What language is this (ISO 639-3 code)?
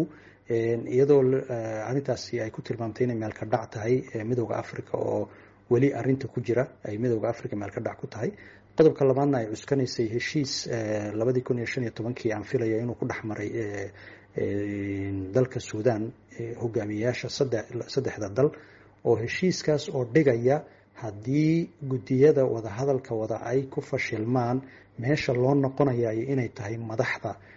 som